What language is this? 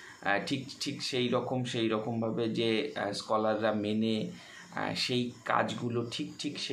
Bangla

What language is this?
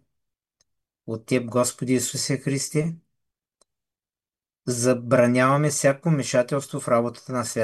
Bulgarian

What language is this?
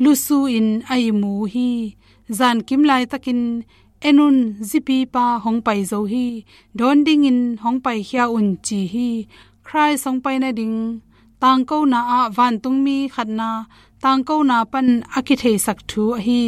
Tedim Chin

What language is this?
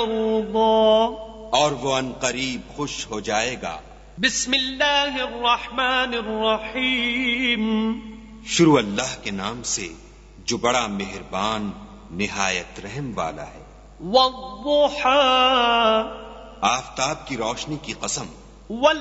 Urdu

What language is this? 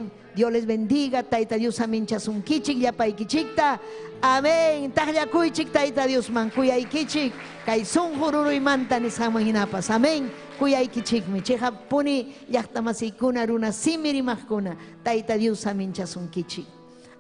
Ayacucho Quechua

